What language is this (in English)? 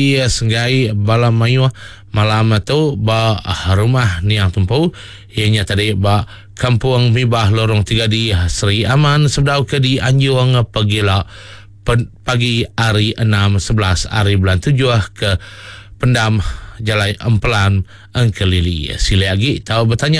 Iban